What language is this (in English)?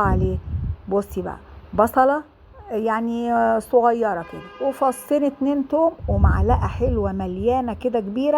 Egyptian Arabic